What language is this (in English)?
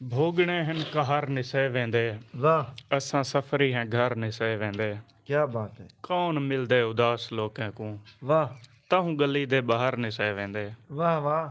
Saraiki